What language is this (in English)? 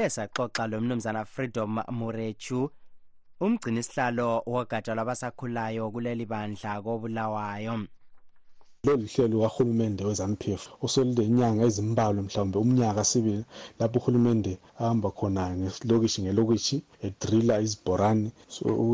North Ndebele